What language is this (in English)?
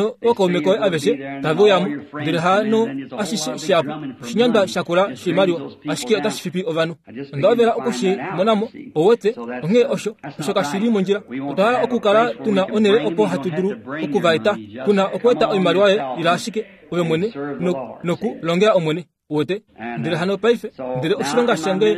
Kuanyama